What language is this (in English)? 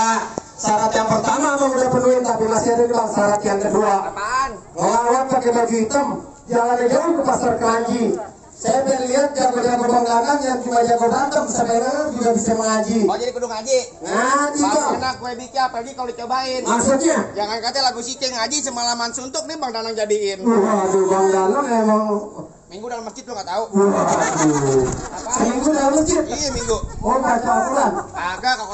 Betawi